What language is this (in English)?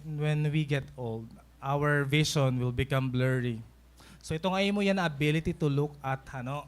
Waray